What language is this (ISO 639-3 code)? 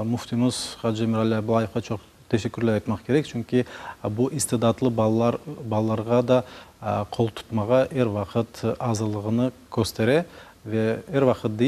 crh